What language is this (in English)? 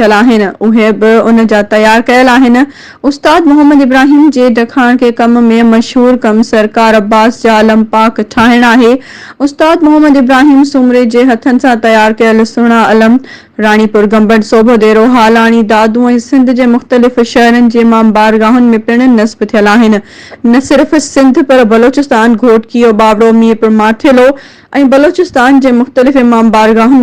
Sindhi